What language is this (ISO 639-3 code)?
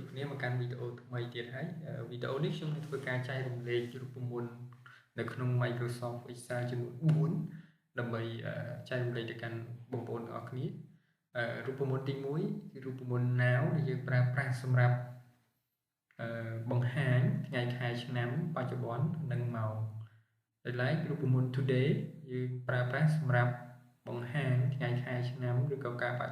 khm